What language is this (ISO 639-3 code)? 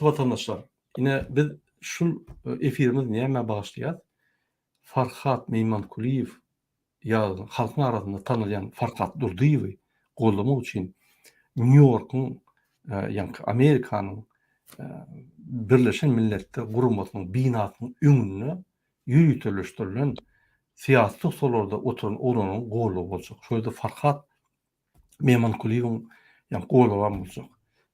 tuk